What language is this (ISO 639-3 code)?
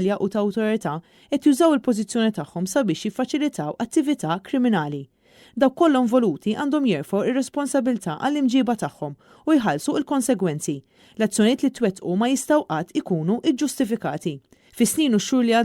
mlt